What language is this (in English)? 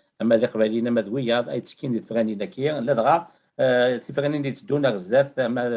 Kabyle